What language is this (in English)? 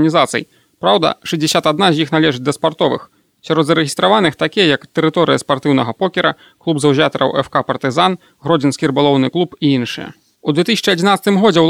Belarusian